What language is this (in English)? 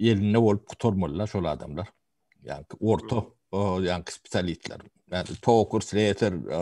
Turkmen